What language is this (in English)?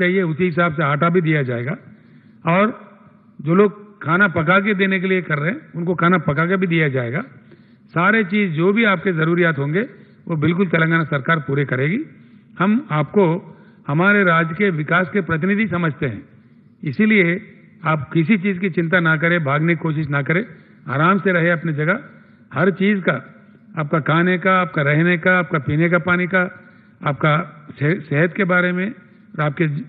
Telugu